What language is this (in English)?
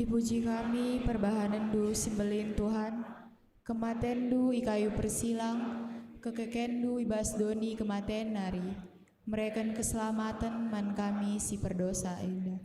Batak Karo